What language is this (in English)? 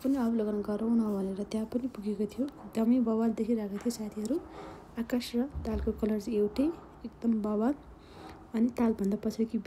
Nepali